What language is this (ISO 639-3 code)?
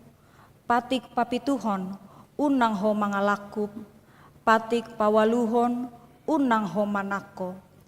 bbc